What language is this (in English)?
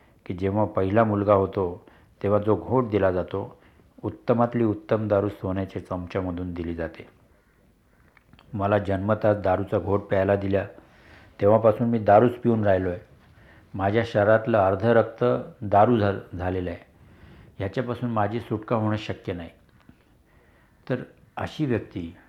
Marathi